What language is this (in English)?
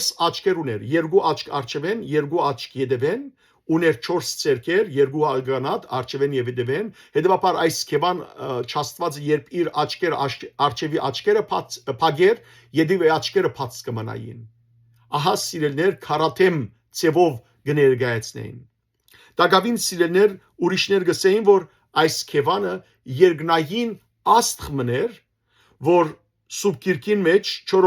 Western Armenian